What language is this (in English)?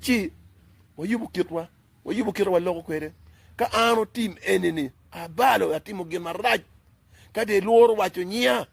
Acoli